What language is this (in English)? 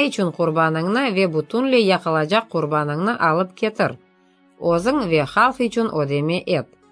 Crimean Tatar